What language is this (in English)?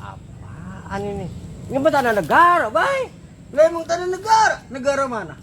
Betawi